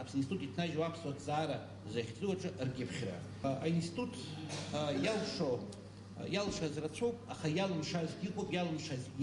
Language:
Abkhazian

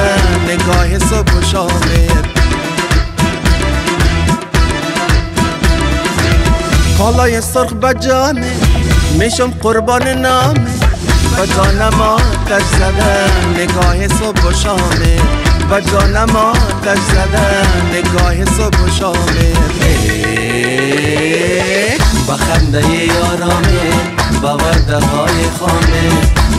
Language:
Persian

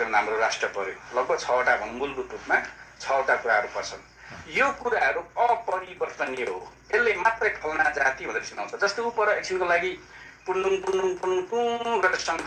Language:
Nepali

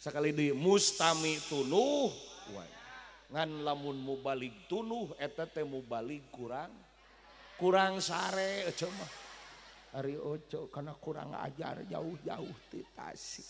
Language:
Sundanese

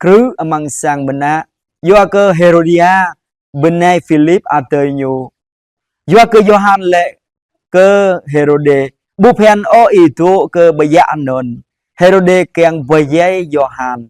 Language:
Jarai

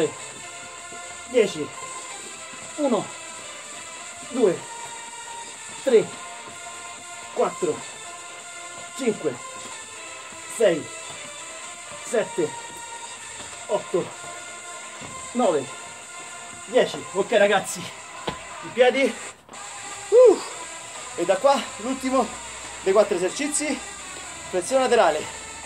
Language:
Italian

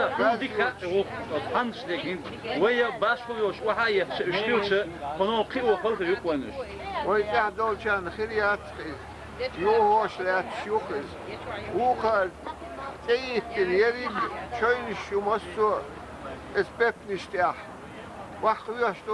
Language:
Chechen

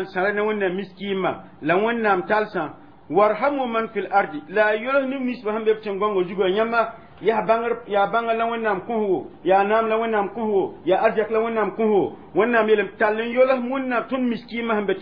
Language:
Mossi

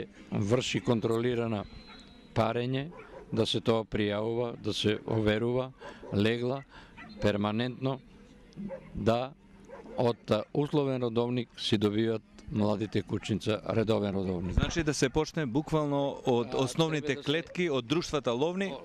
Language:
Macedonian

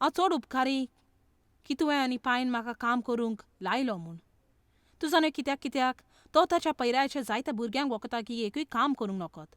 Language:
Konkani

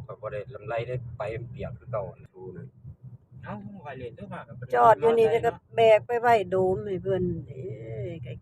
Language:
Northeastern Thai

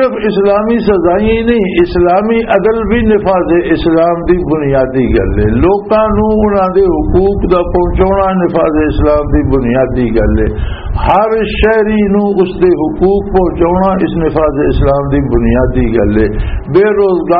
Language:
Western Panjabi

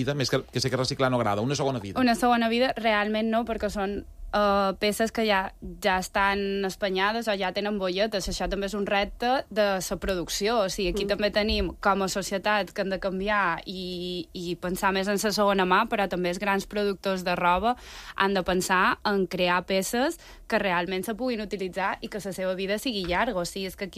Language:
Catalan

